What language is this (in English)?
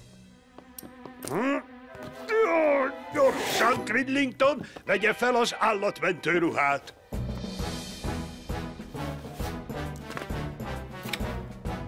Hungarian